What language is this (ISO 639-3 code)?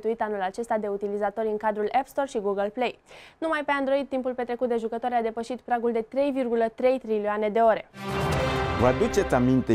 ron